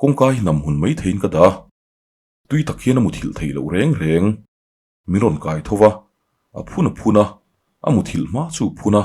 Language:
Mizo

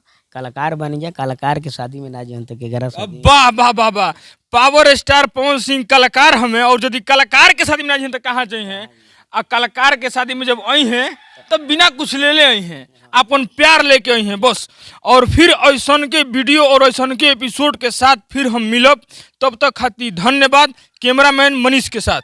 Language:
Bhojpuri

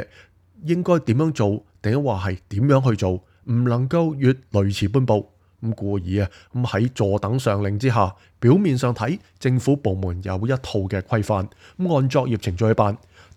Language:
Cantonese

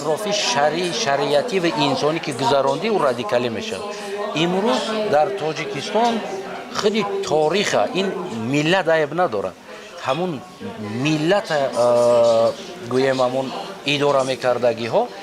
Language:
Tajik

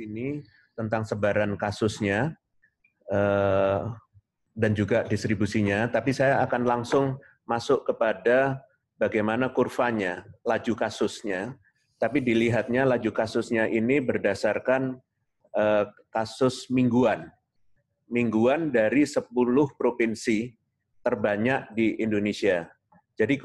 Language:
Indonesian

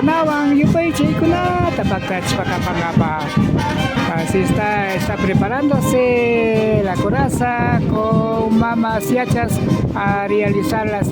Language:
Imbabura Highland Quichua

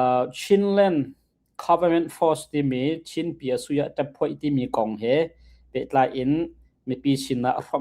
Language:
Hakha Chin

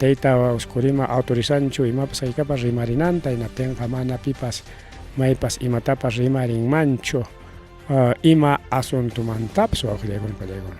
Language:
Ayacucho Quechua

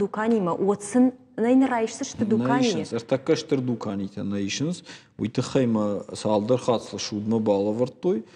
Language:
Ossetic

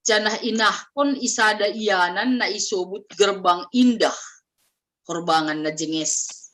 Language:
Batak Simalungun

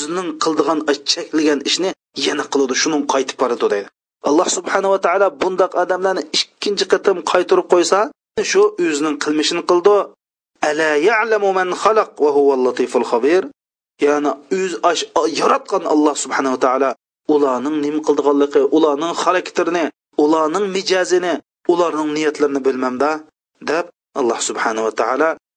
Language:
Uyghur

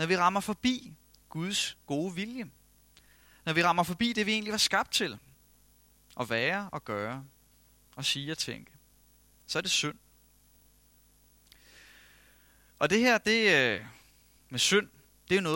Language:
Danish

